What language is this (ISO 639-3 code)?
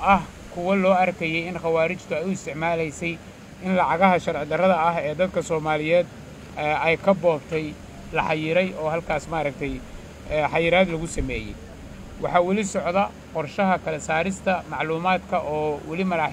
som